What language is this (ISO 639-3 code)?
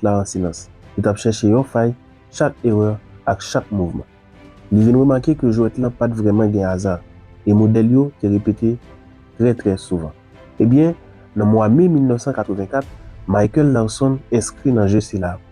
hat